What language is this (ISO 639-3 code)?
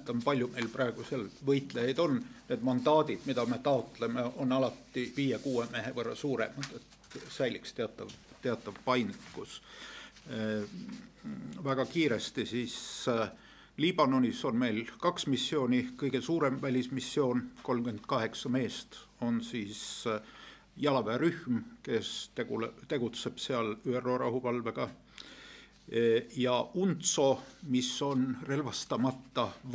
est